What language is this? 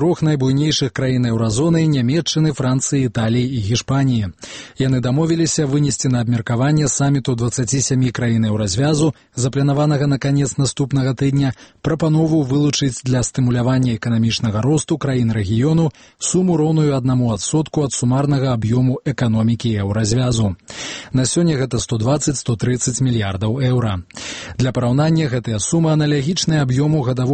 Belarusian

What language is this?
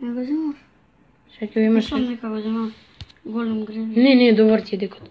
Macedonian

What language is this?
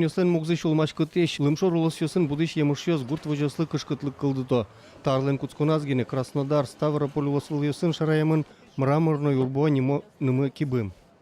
Udmurt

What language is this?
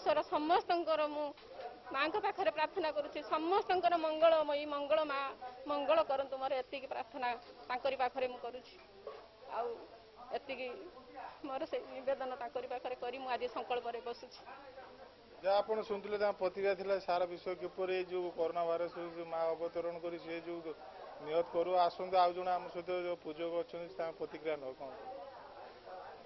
Odia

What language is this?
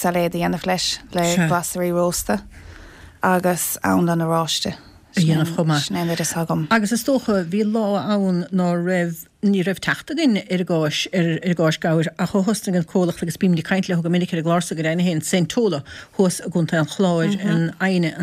Irish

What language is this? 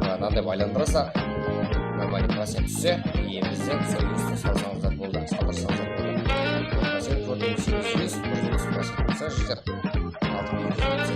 Kara-Kalpak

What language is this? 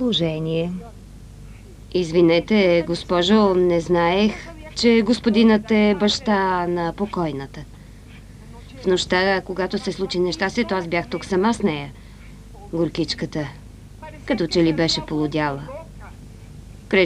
Bulgarian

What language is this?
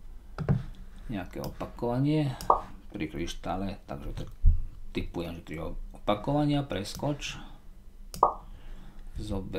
Slovak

